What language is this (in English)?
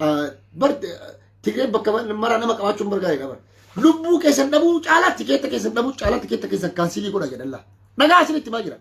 Oromo